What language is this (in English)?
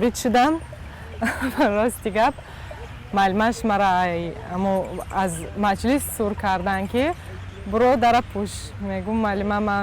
Tajik